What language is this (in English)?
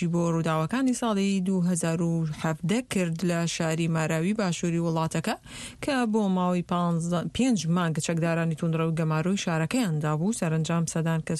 Central Kurdish